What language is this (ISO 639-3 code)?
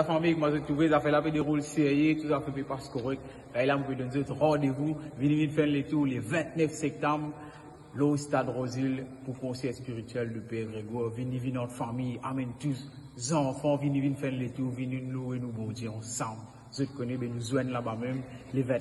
mfe